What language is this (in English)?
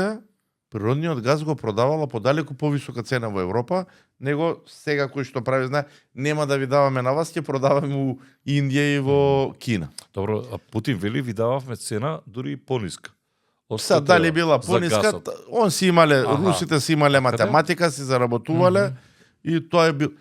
Macedonian